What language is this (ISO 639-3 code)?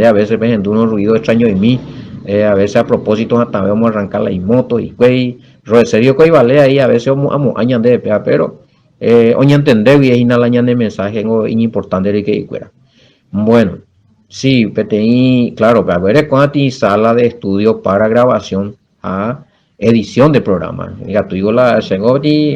grn